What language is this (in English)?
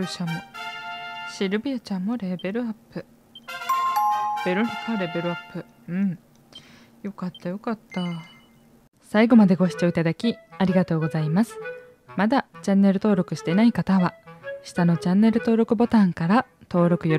Japanese